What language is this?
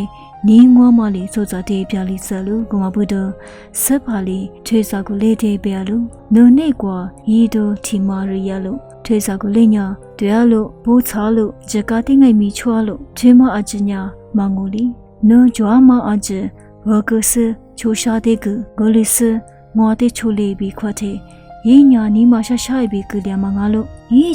Lisu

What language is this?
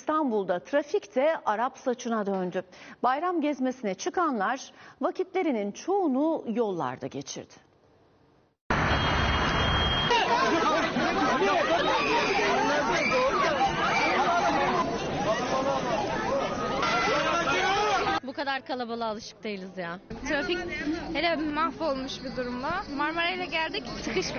Turkish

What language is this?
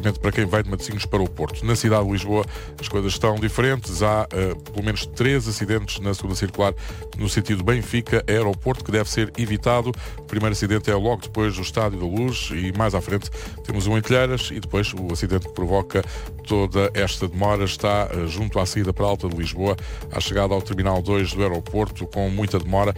Portuguese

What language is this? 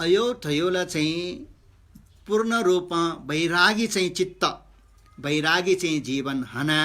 Newari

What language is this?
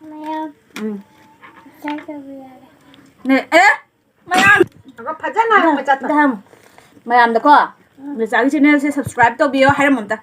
Manipuri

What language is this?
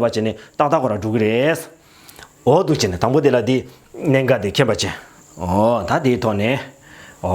Tibetan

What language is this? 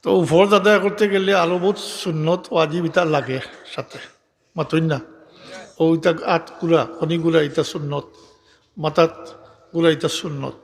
Sylheti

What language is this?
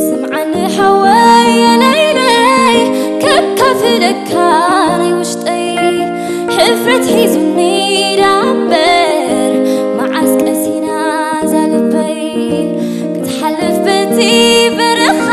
Tigrinya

